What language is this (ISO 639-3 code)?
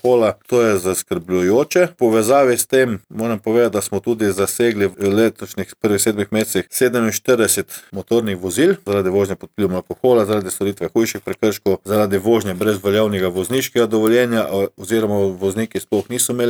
slv